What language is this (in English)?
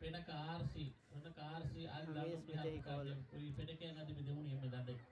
Divehi